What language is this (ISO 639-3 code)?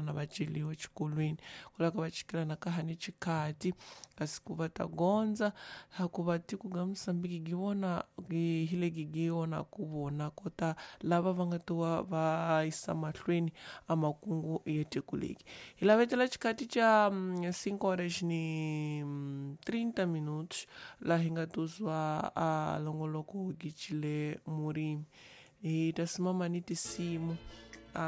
tso